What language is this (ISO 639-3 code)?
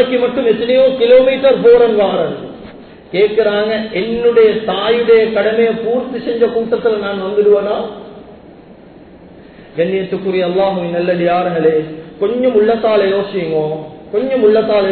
tam